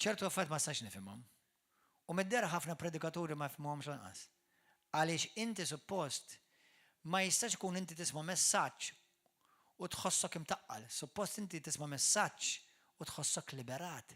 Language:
Maltese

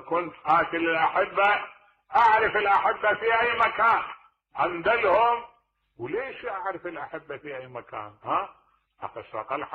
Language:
Mesopotamian Arabic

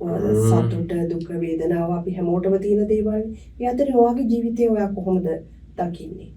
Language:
Sinhala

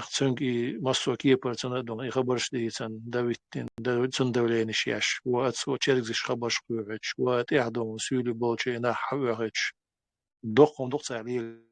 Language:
Chechen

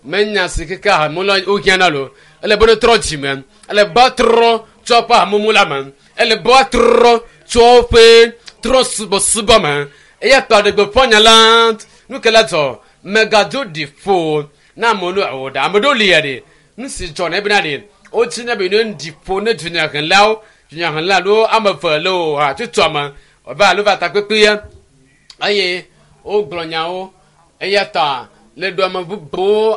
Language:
Ewe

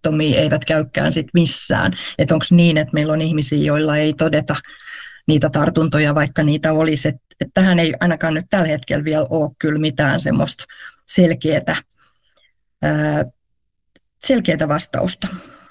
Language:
Finnish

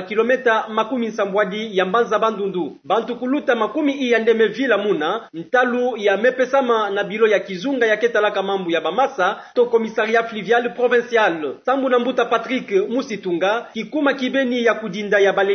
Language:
Kituba (Democratic Republic of Congo)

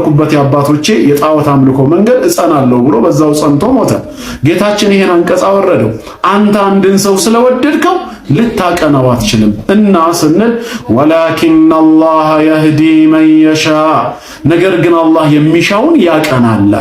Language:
Amharic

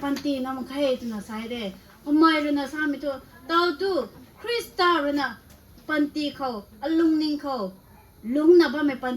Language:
Rongmei Naga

